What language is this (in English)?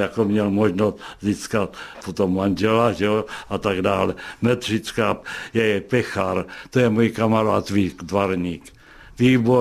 Czech